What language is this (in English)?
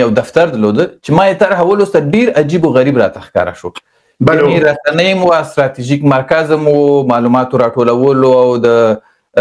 Pashto